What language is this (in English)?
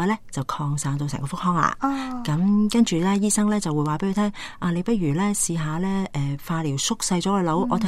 Cantonese